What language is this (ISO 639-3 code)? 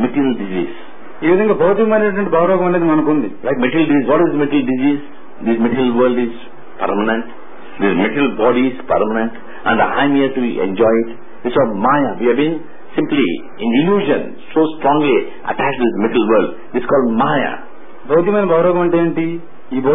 tel